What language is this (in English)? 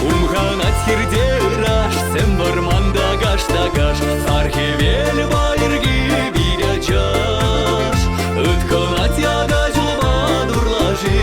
Chuvash